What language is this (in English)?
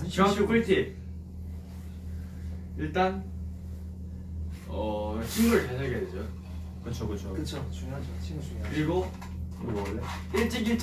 Korean